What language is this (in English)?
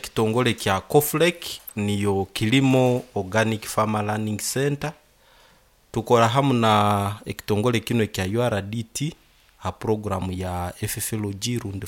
Nyoro